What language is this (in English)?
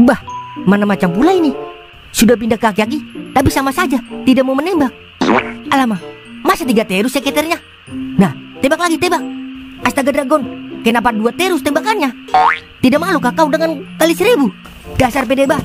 Betawi